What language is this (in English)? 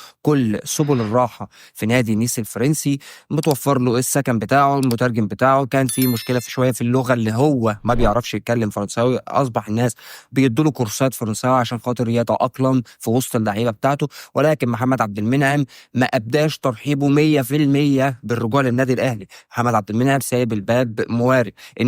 Egyptian Arabic